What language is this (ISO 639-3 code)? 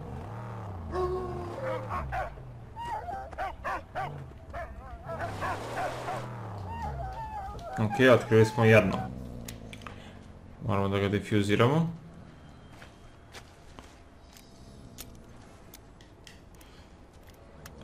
srp